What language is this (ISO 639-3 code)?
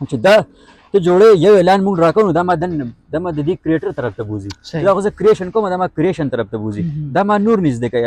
pus